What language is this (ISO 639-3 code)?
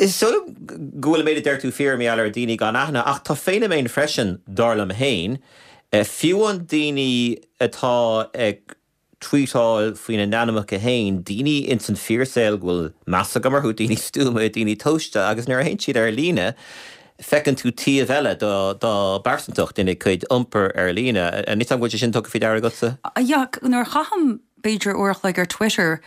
gle